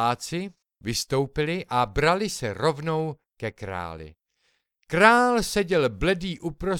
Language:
Czech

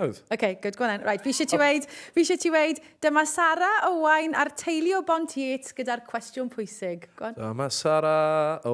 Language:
Welsh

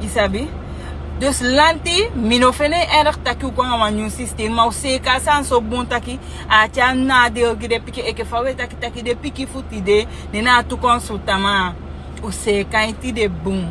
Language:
Sranan Tongo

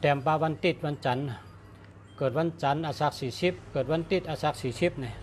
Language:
Shan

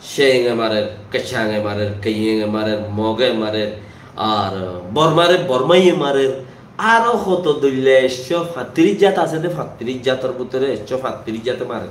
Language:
Rohingya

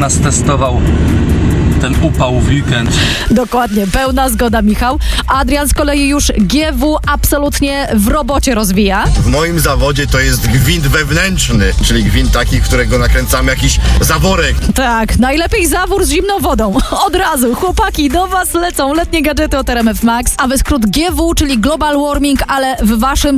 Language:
Polish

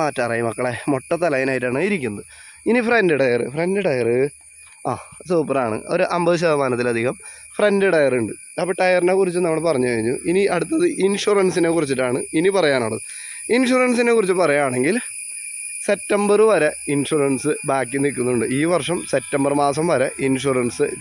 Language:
Malayalam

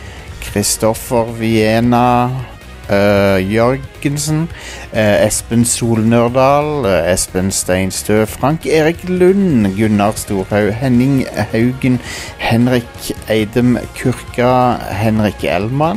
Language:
Norwegian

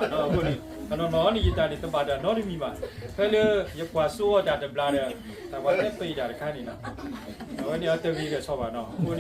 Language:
S'gaw Karen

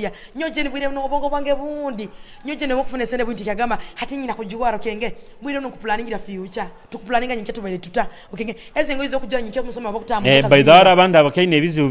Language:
Nyoro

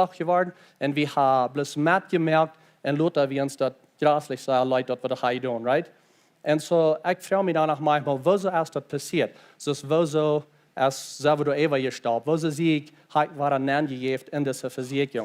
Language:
Plautdietsch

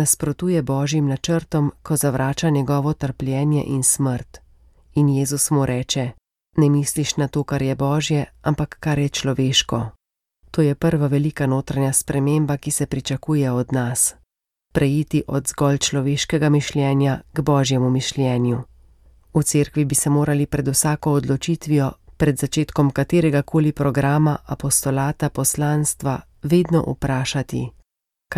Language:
Slovenian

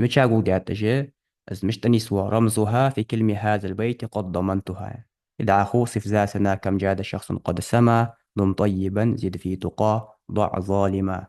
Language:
Ingush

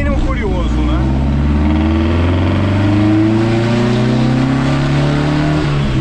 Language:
Portuguese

